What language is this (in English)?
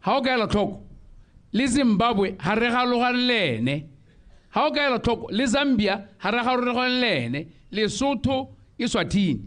Tswana